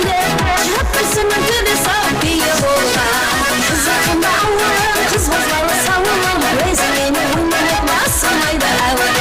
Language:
Kara-Kalpak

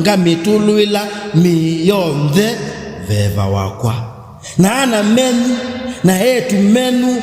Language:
Kamba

